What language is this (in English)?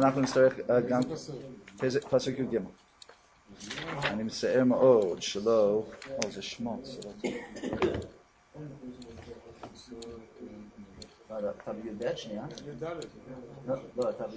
Hebrew